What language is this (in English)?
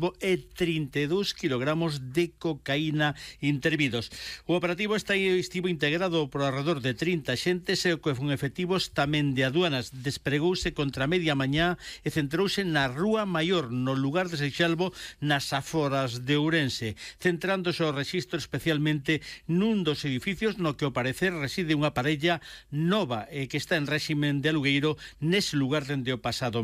Galician